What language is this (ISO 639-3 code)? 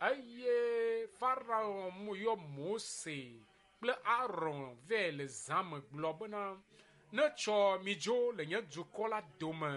ewe